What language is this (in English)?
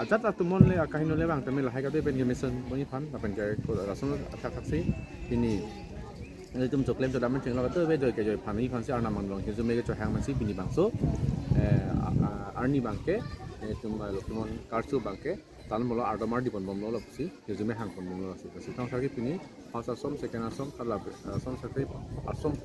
Karbi